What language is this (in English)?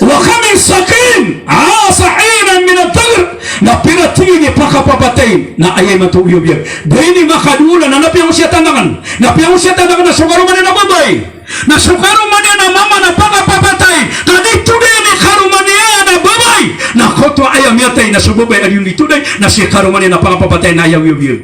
Maranao